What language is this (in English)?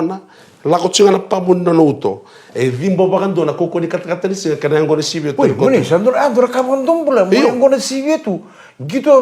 Fijian